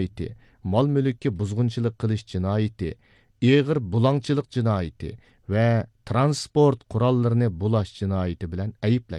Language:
Uyghur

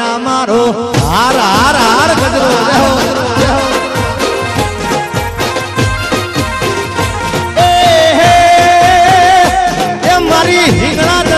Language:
Gujarati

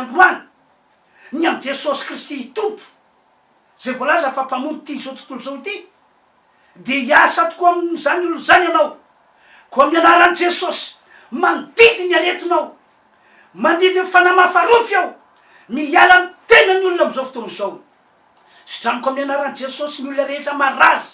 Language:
Malagasy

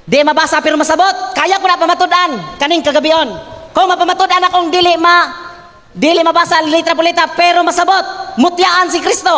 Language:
Cebuano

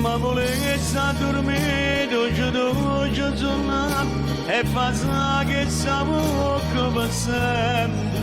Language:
Neapolitan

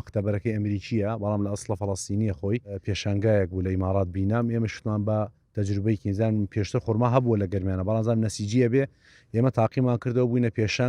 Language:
Central Kurdish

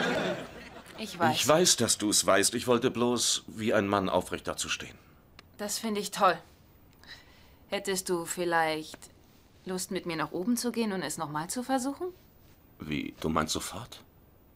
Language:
German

